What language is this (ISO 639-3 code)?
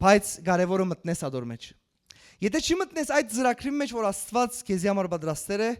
hyw